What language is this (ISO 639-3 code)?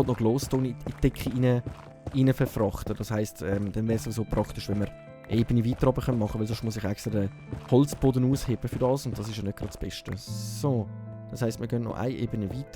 gsw